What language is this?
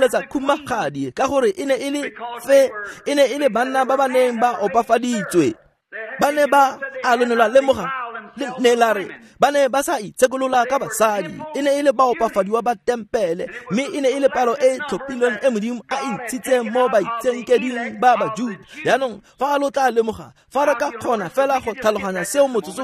Tswana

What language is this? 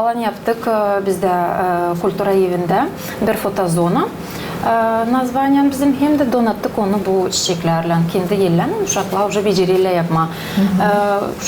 Gagauz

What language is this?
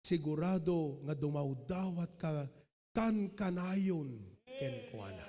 Iloko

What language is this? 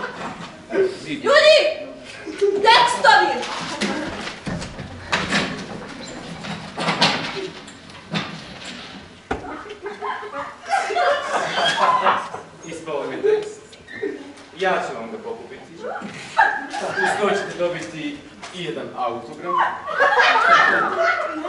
Serbian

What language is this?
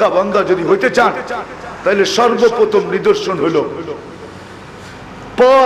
Bangla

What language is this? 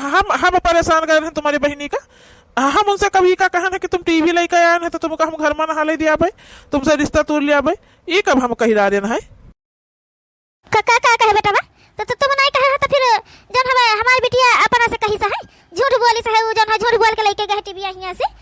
Awadhi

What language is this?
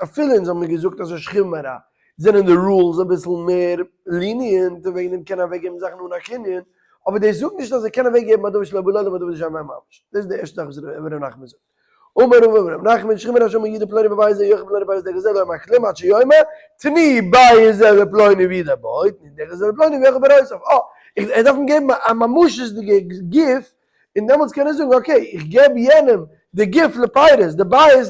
Yiddish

